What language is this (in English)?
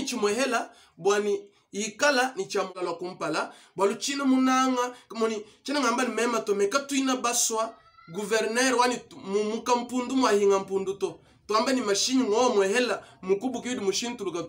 Luba-Lulua